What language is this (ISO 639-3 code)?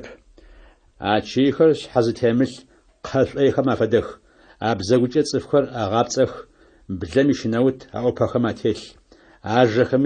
ady